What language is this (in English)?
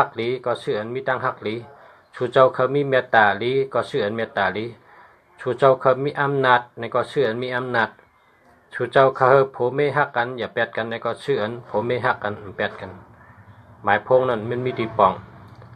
Shan